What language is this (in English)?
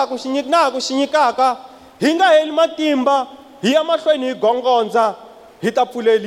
Tsonga